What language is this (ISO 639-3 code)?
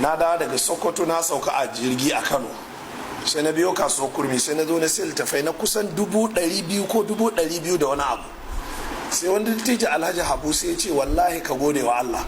hau